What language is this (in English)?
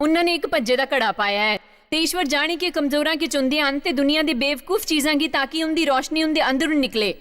Dogri